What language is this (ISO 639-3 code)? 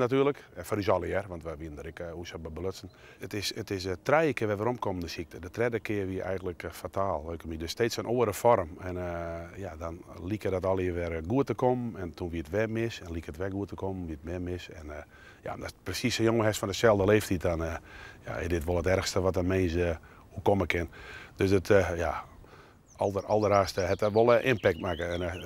fry